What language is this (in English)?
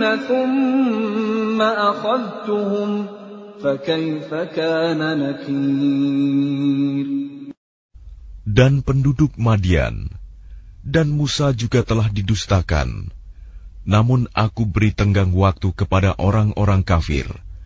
Indonesian